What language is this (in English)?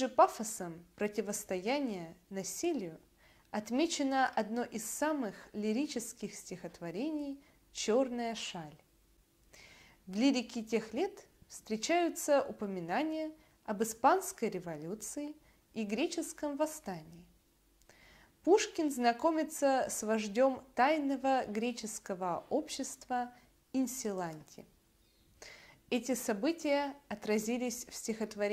Russian